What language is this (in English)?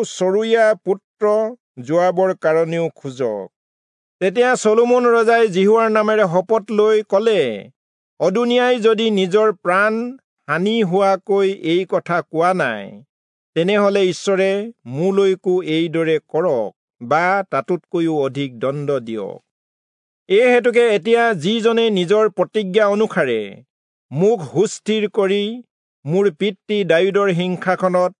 Assamese